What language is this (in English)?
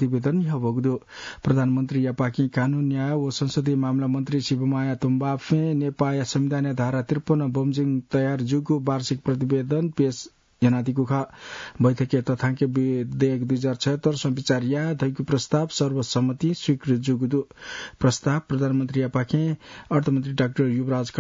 Newari